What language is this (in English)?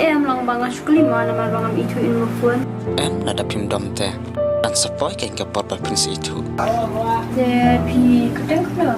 Khasi